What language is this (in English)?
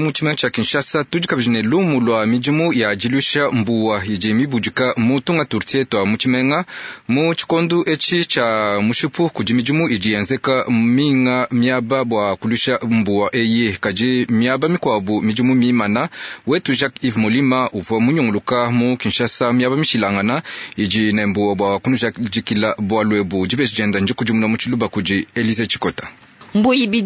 Luba-Lulua